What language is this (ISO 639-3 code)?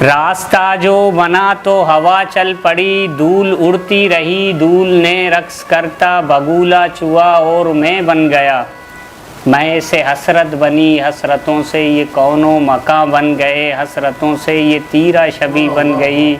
bgp